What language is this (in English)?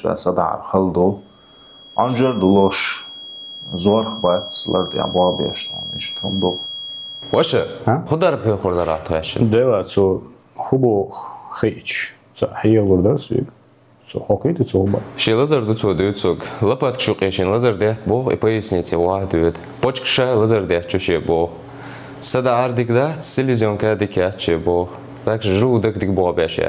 Chechen